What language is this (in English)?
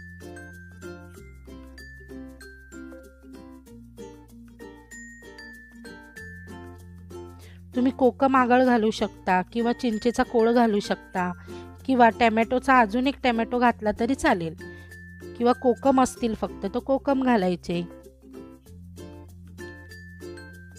Marathi